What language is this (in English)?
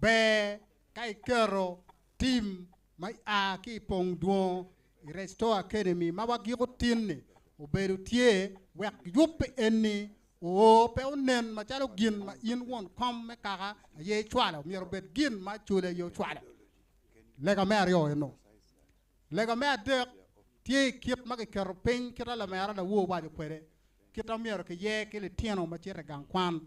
Acoli